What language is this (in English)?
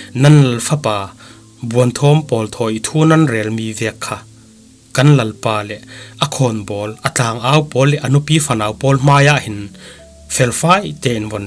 Falam Chin